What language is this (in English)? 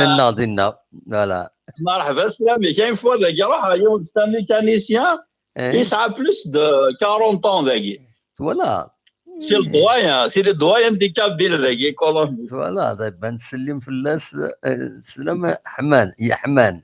Kabyle